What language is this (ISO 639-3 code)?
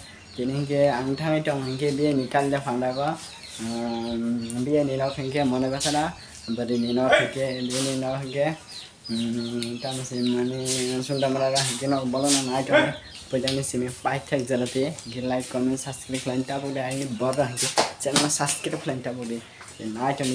trp